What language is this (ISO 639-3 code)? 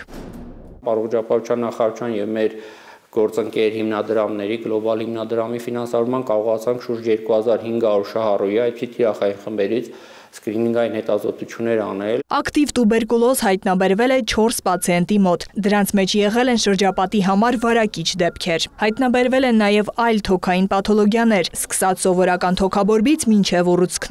hye